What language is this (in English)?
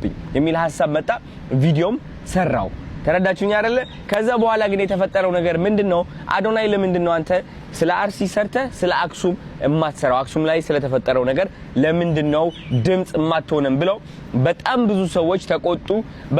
Amharic